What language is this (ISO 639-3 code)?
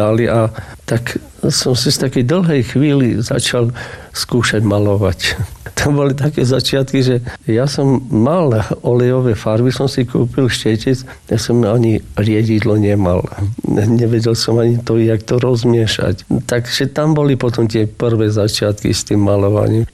slk